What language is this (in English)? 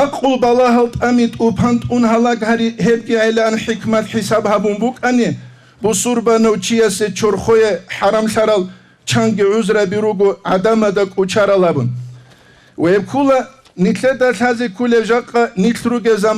Avaric